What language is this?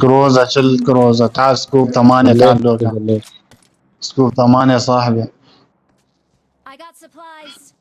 Mesopotamian Arabic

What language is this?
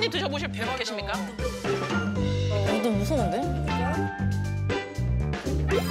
Korean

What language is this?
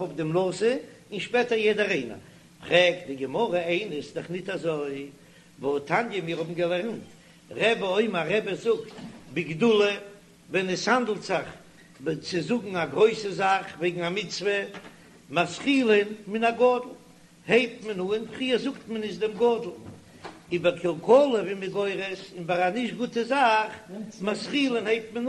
Yiddish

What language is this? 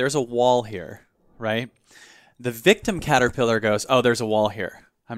English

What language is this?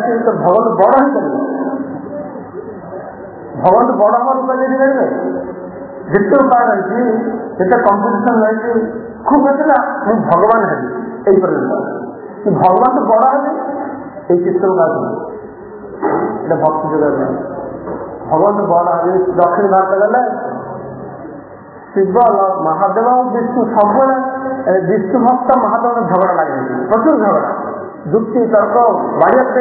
Odia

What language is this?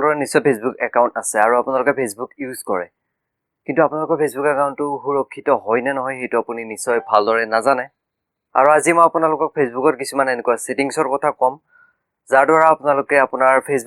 Assamese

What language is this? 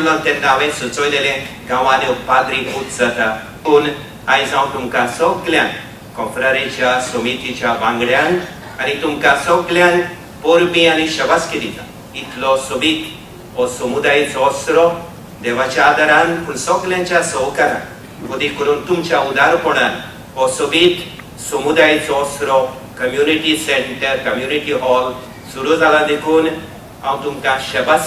Konkani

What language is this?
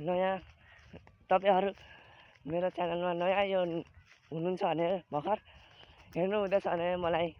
Nepali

